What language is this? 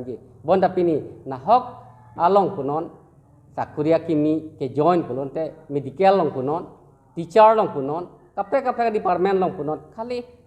Karbi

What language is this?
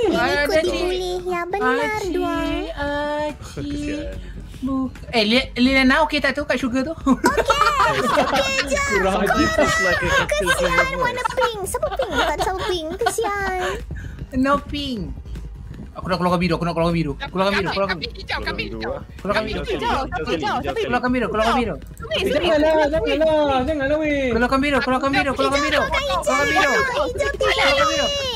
Malay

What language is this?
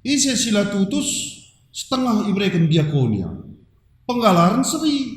Batak Karo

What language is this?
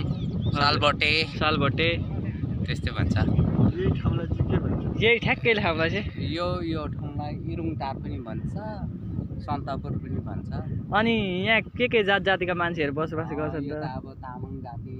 Nepali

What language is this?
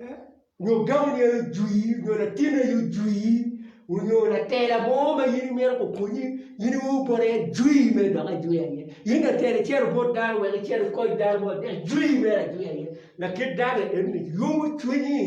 Acoli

